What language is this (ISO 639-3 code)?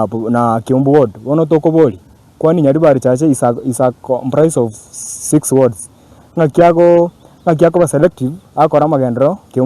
guz